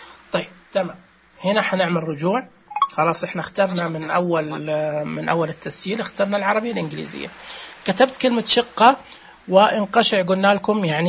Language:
Najdi Arabic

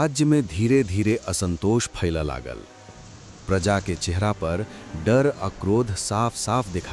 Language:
Maithili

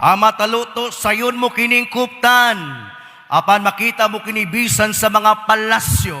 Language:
Cebuano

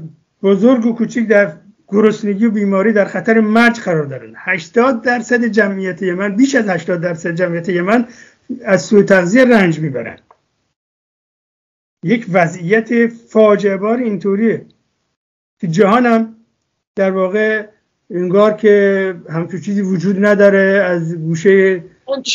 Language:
Persian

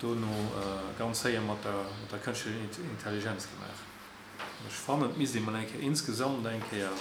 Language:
Luxembourgish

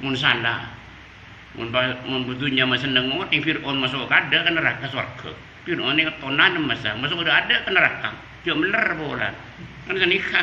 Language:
Madurese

